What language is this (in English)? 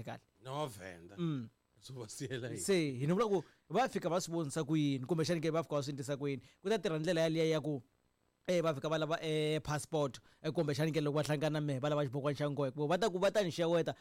Tsonga